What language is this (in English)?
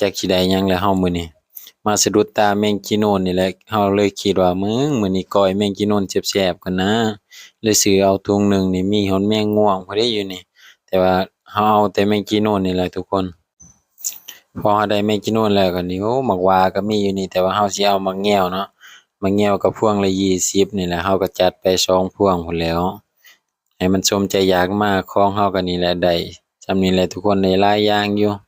Lao